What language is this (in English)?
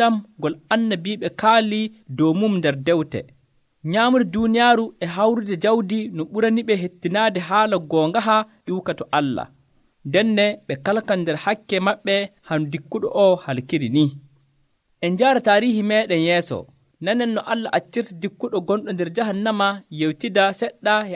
Nigerian Fulfulde